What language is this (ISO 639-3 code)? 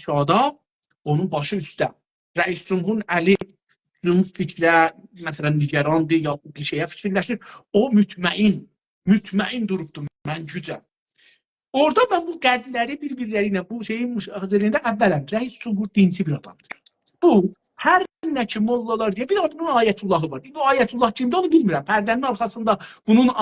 azb